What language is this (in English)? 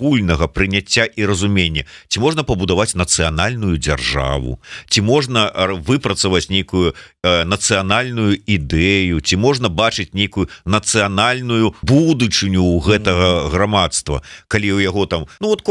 Belarusian